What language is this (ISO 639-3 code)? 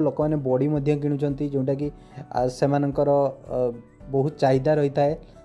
ori